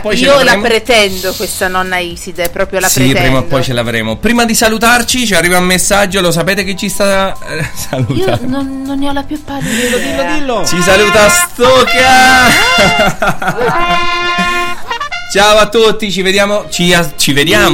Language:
Italian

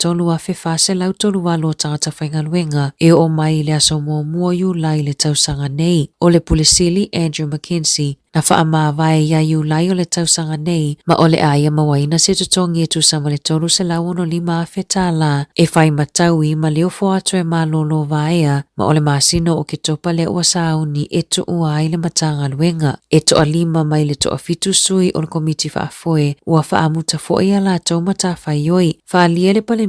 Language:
Samoan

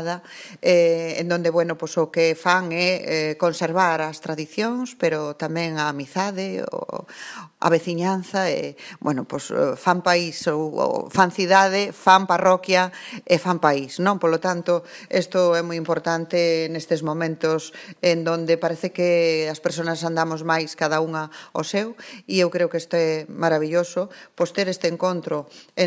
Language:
Galician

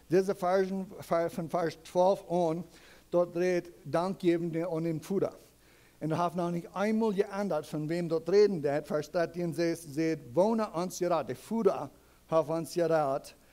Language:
Plautdietsch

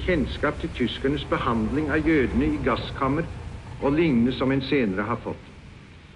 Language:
Norwegian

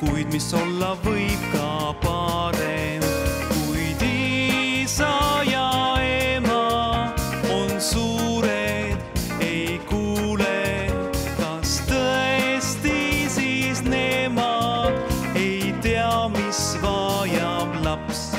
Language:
Estonian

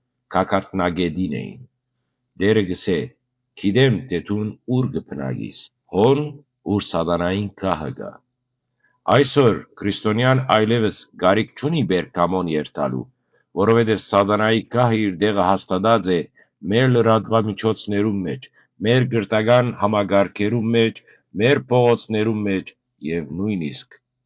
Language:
Western Armenian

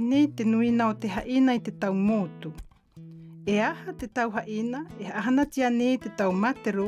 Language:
South Marquesan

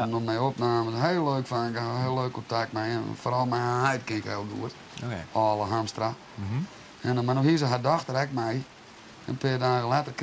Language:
Western Frisian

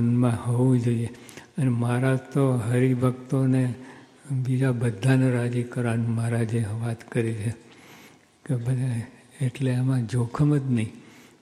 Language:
Gujarati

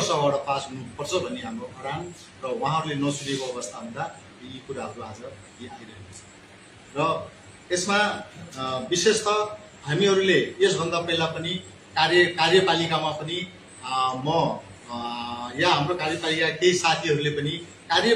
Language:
Nepali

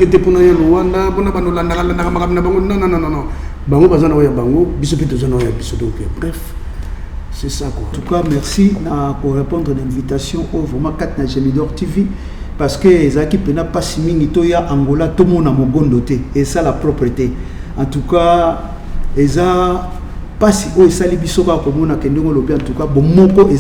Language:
Lingala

